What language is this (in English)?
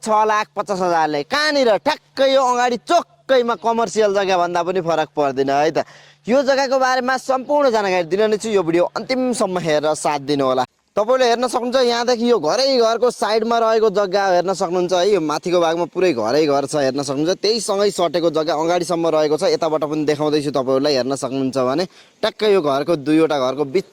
Nepali